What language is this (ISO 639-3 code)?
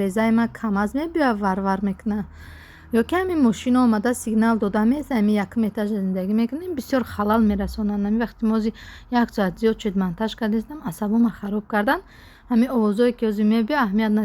tgk